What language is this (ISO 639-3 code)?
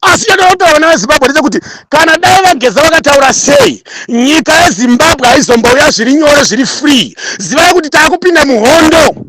sna